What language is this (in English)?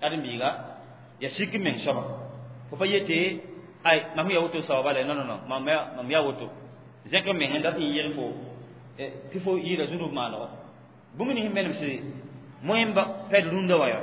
Mossi